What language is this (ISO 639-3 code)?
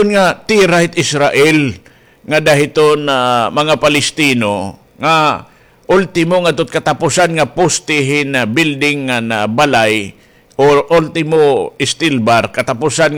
war